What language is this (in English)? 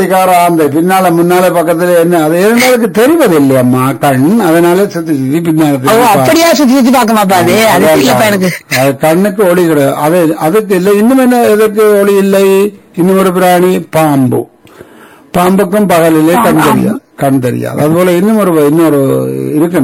Tamil